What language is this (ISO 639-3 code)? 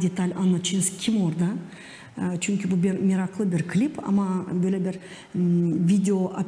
gag